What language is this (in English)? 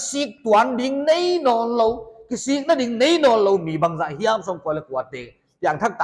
Paite Chin